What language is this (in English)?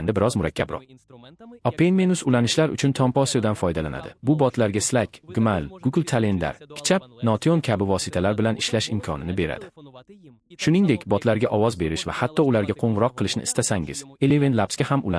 Uzbek